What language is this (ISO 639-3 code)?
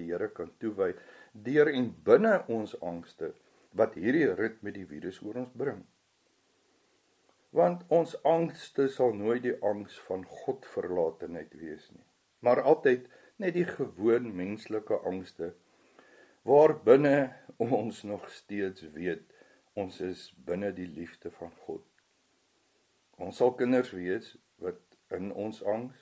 afr